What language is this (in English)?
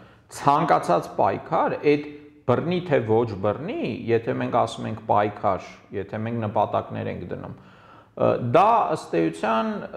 Armenian